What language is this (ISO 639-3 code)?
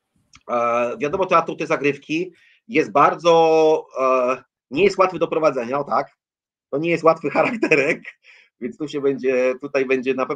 pol